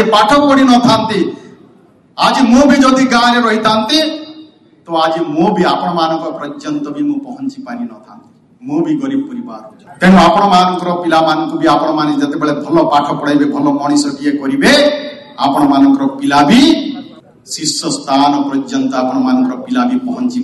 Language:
Odia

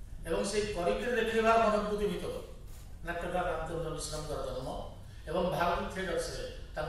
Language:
Odia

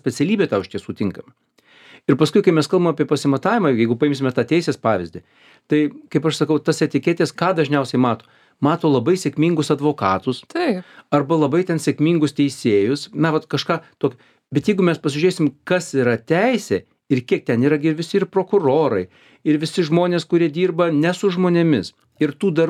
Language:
Lithuanian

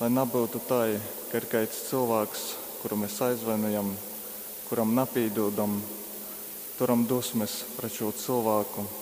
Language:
Latgalian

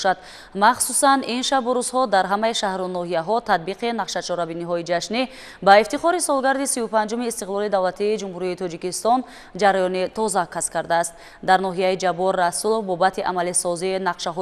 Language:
Tajik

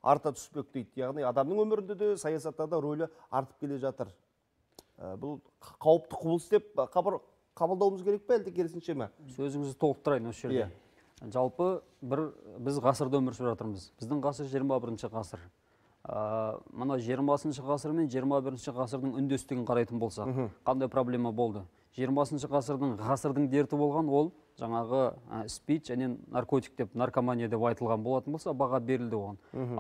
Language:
Kazakh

